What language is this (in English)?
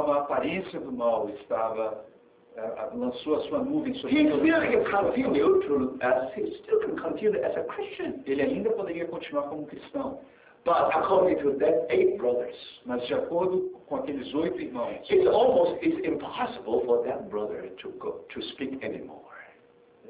Portuguese